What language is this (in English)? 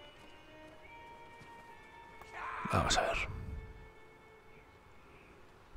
Spanish